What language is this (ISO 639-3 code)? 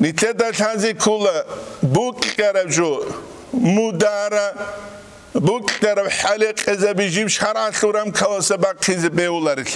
ava